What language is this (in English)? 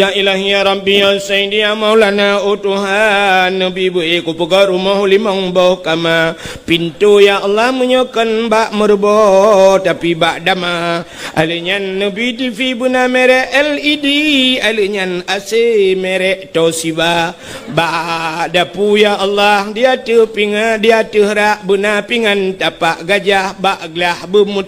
Achinese